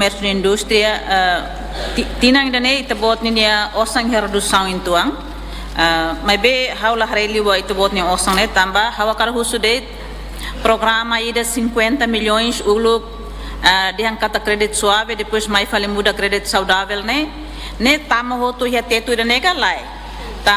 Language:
Tetum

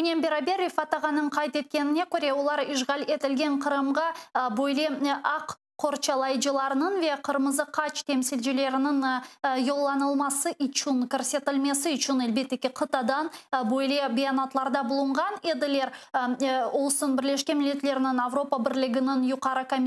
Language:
Crimean Tatar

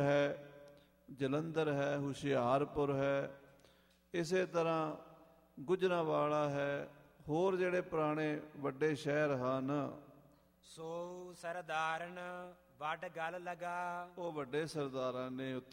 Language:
Punjabi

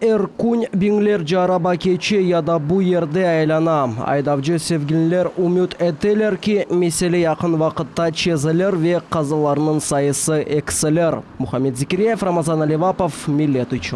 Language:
Crimean Tatar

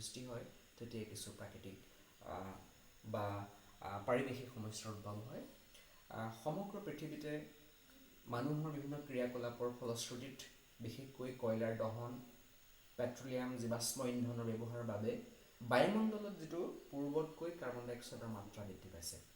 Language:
Assamese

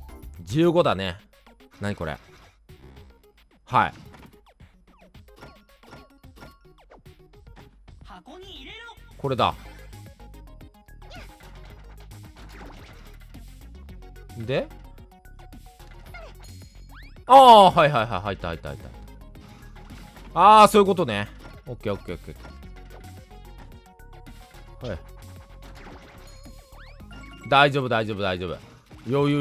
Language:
Japanese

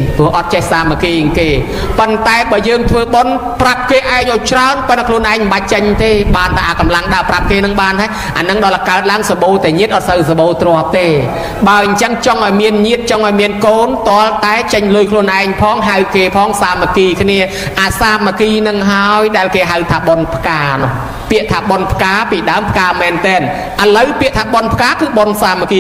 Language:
Khmer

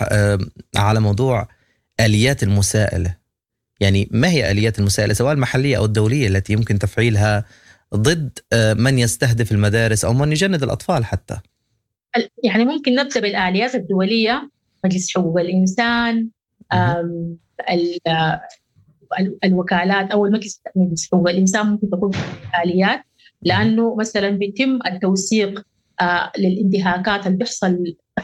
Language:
Sudanese Arabic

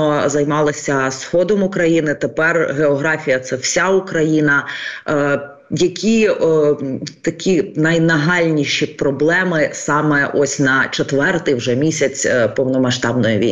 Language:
Ukrainian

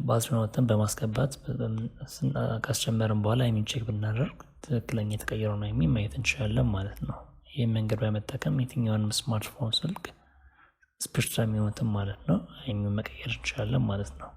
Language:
Amharic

